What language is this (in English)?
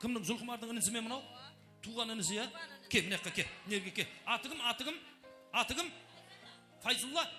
Kara-Kalpak